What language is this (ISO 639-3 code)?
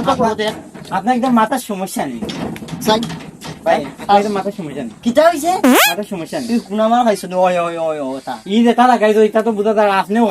syl